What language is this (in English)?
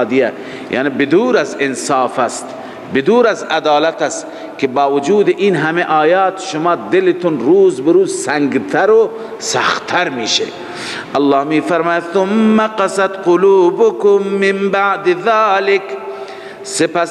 Persian